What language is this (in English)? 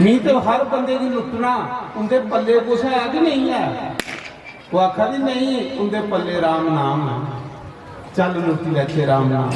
Dogri